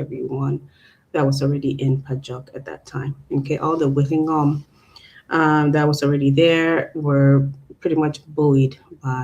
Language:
Acoli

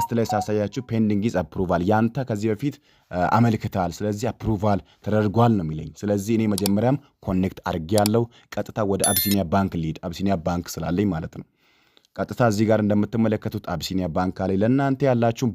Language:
Amharic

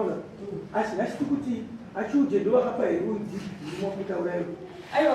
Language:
Shona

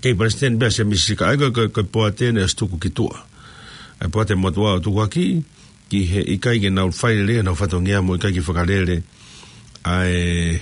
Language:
Tongan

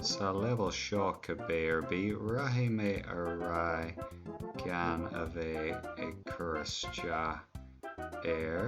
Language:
Irish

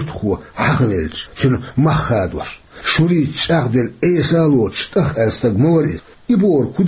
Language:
Chechen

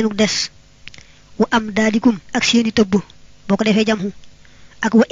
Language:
Wolof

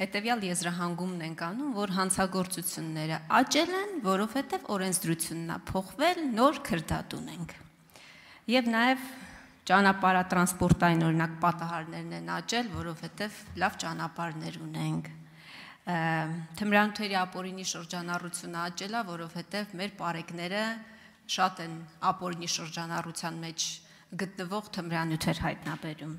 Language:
Armenian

